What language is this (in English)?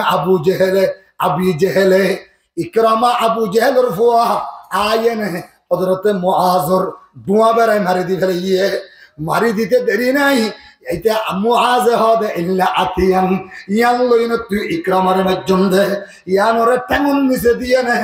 Rohingya